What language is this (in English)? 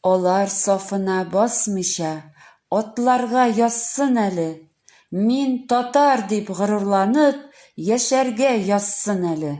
Tatar